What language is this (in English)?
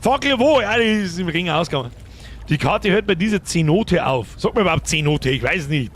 Bavarian